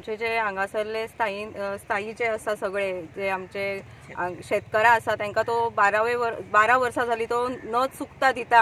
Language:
Konkani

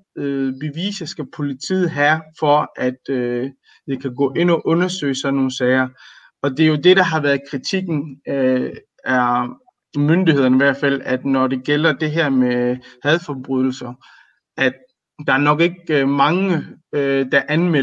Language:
Danish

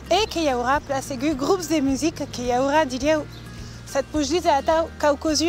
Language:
Occitan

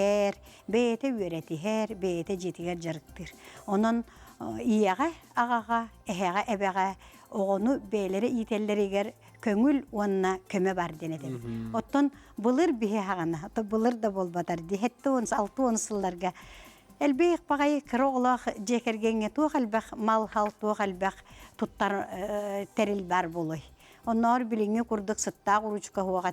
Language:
Yakut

